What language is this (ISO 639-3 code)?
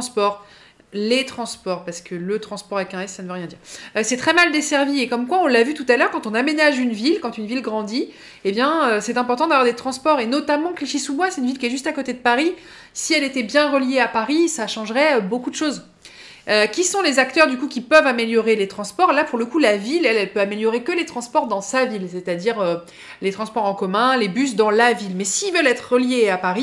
fra